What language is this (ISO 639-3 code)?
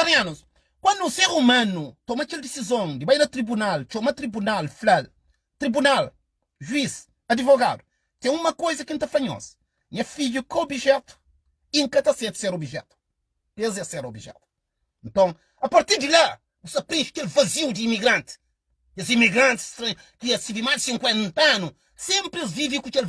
kea